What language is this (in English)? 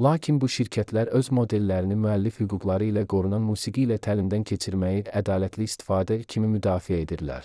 Azerbaijani